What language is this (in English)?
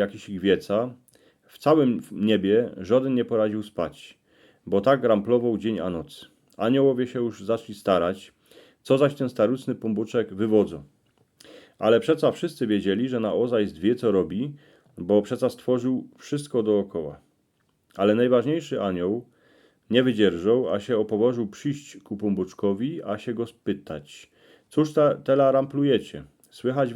Silesian